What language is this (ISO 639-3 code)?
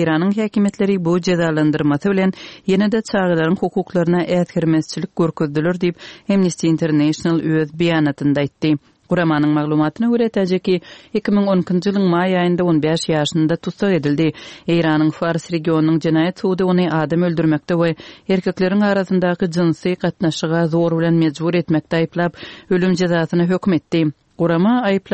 tuk